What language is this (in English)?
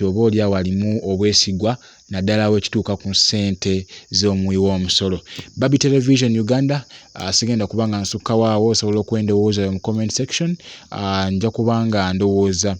Ganda